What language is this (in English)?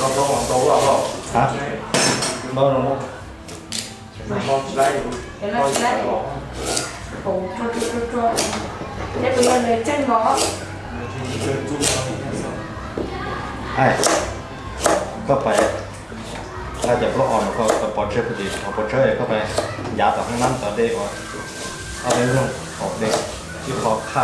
Vietnamese